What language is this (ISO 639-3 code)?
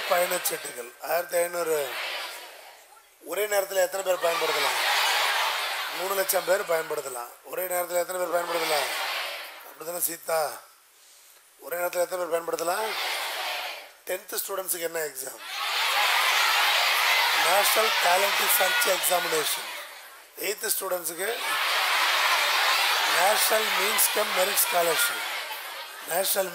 tam